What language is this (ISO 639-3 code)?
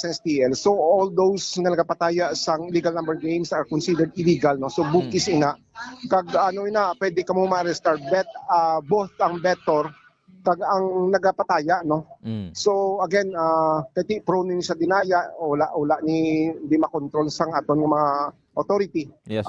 hil